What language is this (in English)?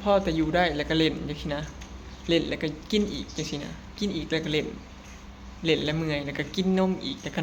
Northeastern Thai